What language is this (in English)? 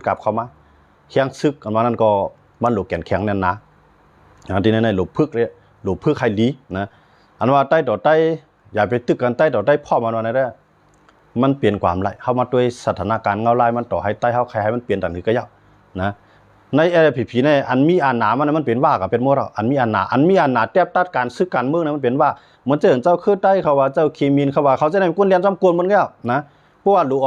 Shan